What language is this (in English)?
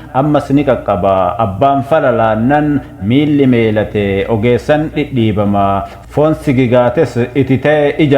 Oromo